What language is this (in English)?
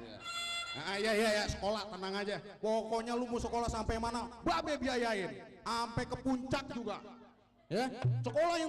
Betawi